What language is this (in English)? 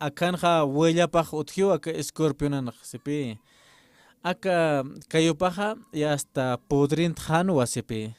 Aymara